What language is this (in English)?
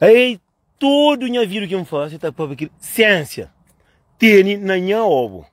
Kabuverdianu